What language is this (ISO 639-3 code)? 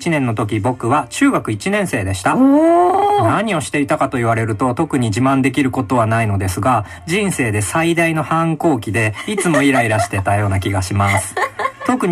jpn